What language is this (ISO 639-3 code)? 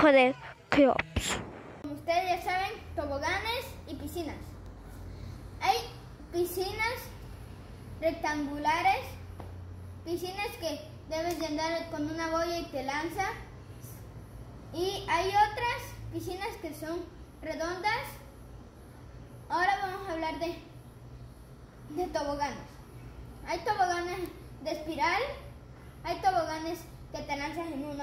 spa